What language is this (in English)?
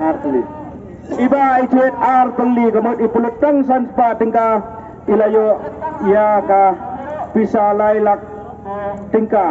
Khasi